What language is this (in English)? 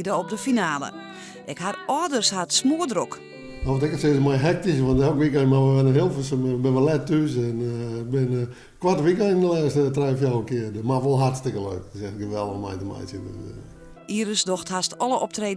Western Frisian